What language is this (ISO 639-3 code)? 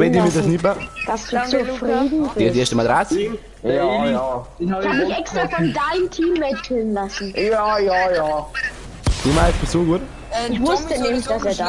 bar